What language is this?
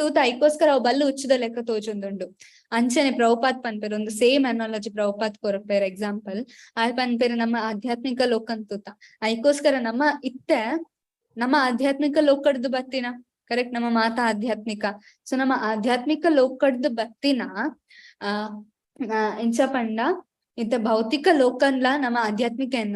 Tulu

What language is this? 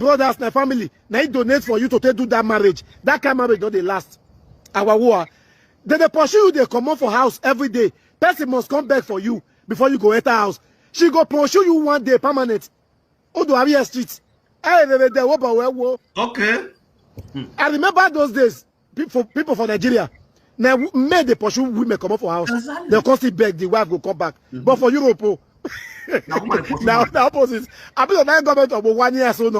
Nigerian Pidgin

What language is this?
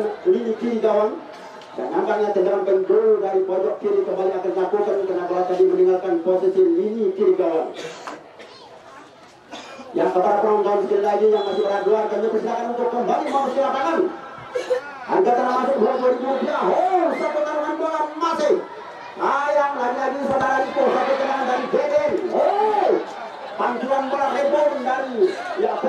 Indonesian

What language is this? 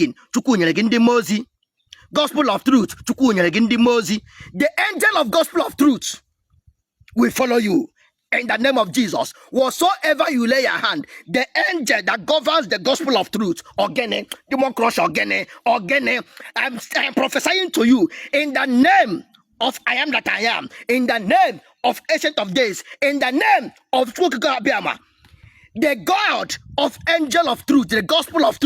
Igbo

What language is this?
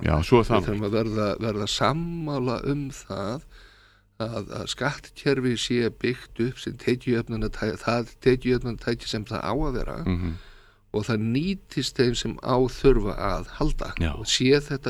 Icelandic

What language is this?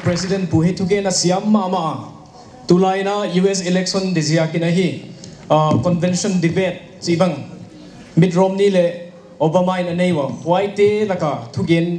Paite Chin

